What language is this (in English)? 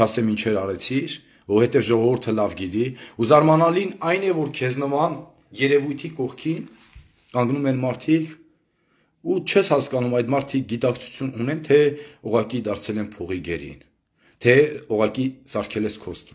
Armenian